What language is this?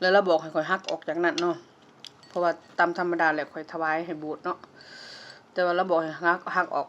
Lao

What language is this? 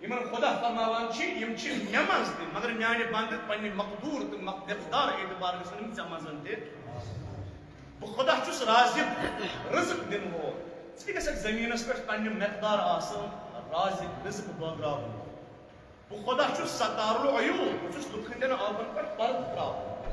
Kashmiri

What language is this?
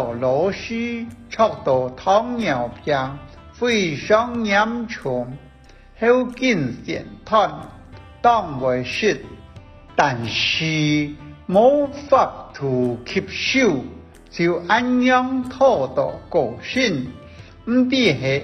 Hakka Chinese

